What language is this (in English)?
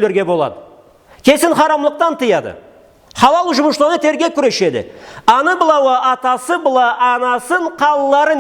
Karachay-Balkar